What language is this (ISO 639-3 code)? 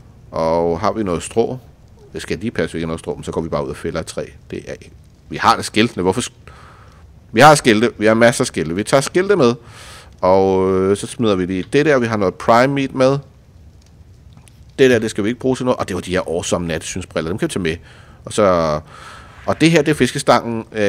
dan